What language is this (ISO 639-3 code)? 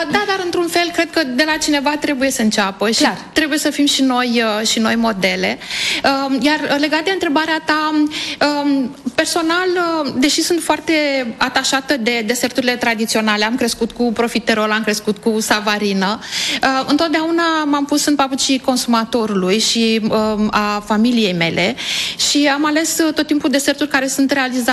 ron